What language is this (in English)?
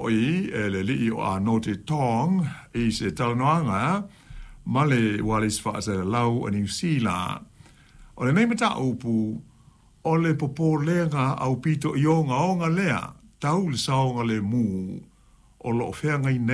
Samoan